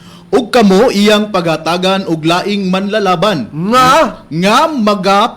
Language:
Cebuano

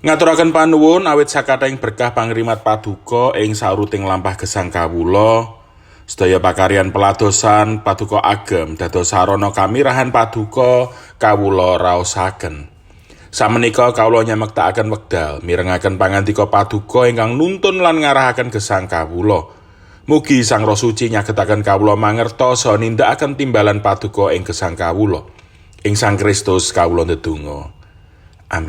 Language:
Javanese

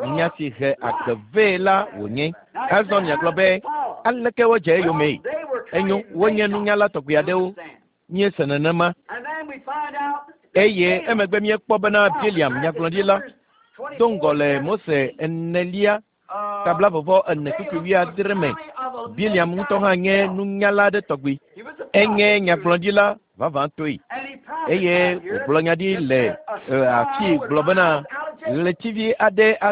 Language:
Ewe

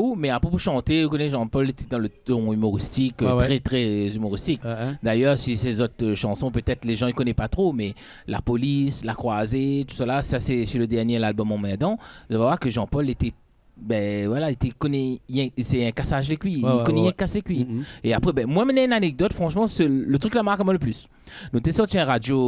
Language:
Réunion Creole French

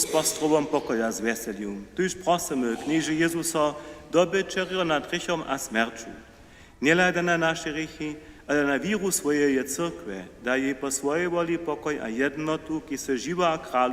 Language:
Upper Sorbian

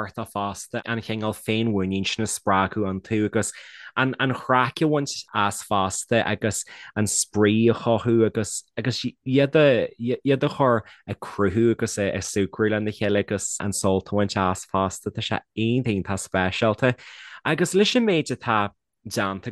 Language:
Irish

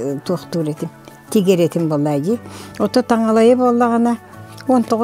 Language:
Yakut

